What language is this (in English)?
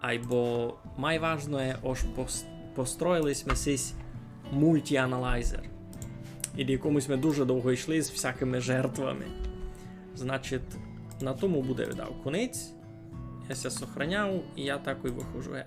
Rusyn